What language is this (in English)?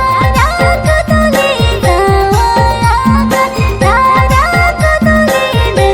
Santali